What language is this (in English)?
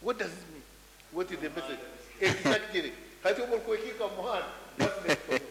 Nyoro